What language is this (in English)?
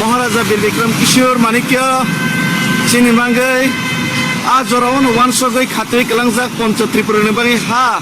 Kok Borok